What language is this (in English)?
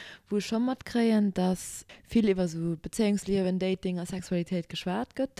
Luxembourgish